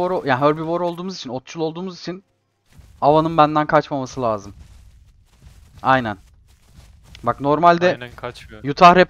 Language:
Turkish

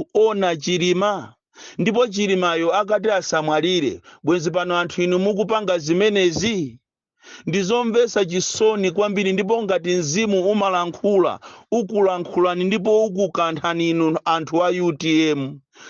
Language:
Nyanja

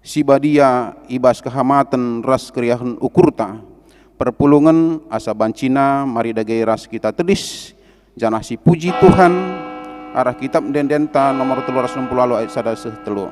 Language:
Batak Karo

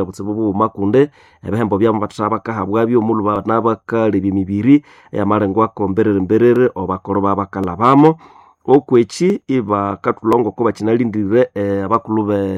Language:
Nande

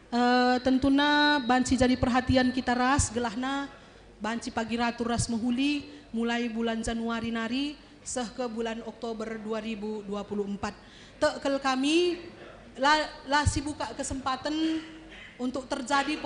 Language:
Batak Karo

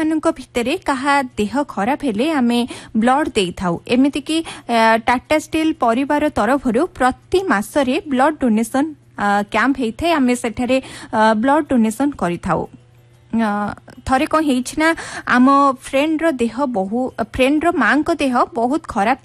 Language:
Odia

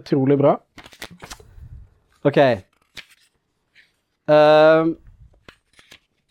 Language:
Norwegian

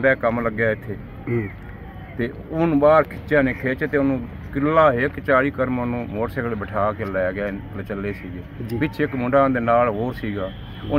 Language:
Punjabi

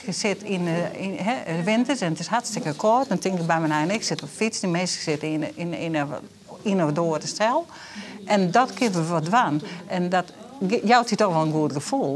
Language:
Western Frisian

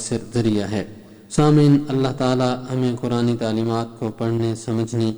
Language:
Urdu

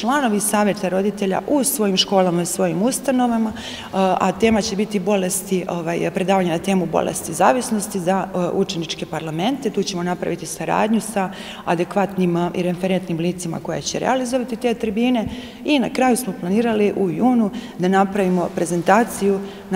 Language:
Serbian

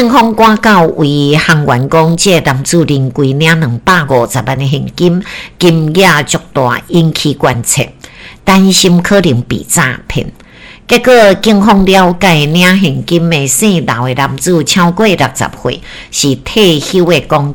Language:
Min Nan Chinese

